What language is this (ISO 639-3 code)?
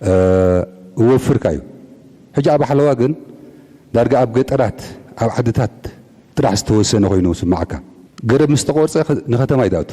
tir